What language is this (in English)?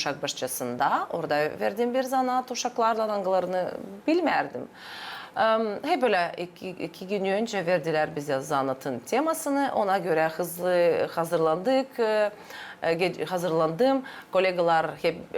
Gagauz